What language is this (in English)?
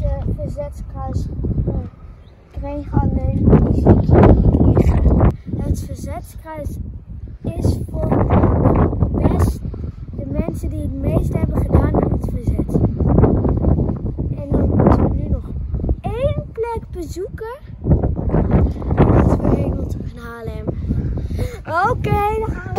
Dutch